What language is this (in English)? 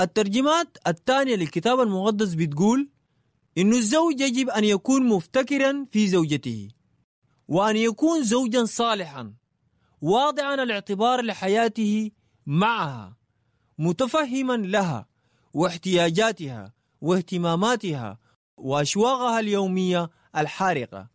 Sudanese Arabic